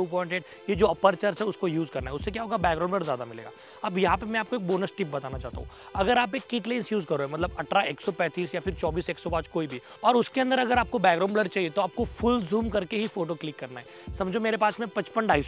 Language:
Hindi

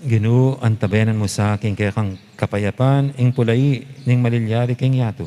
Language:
Pampanga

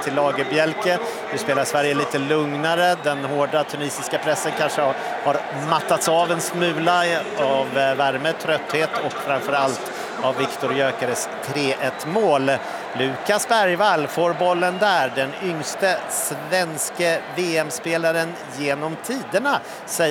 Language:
Swedish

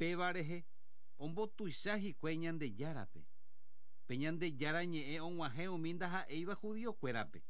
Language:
Guarani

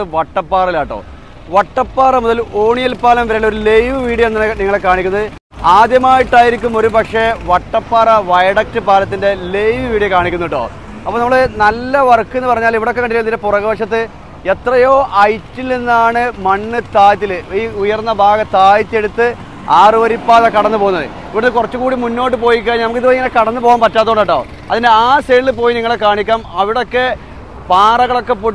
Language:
Malayalam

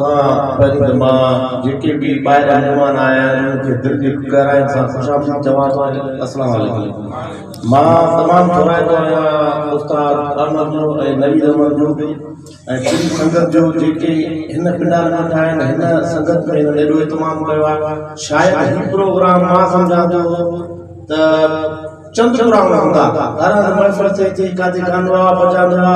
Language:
Sindhi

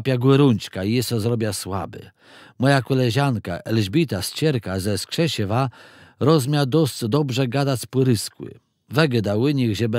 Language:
Kashubian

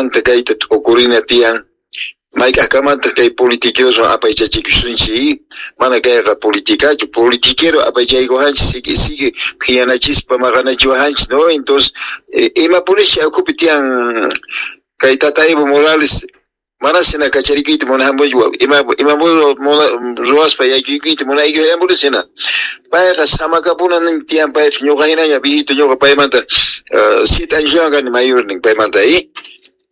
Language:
Quechua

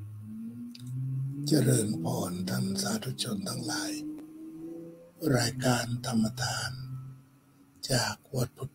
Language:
Thai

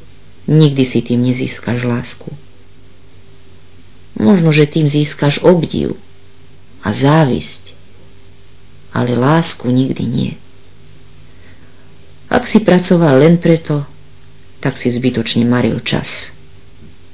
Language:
Slovak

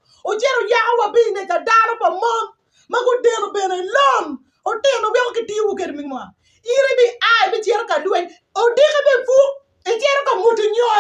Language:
Acoli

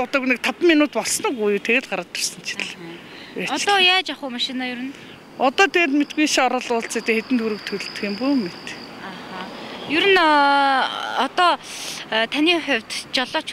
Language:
Mongolian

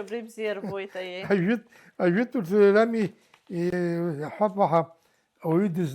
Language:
Abkhazian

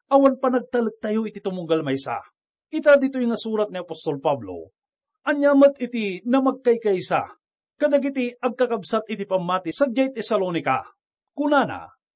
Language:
Iloko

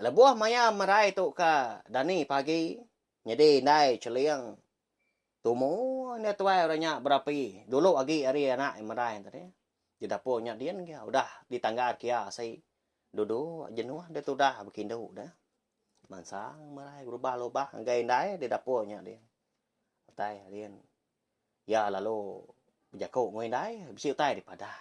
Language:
Iban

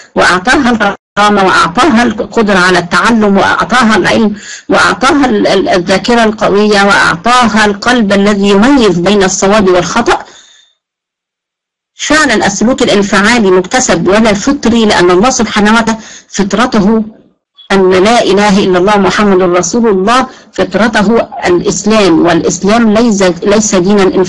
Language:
Arabic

